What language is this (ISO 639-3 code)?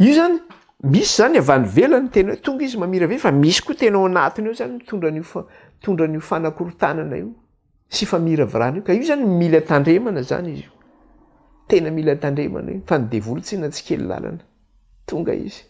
mlg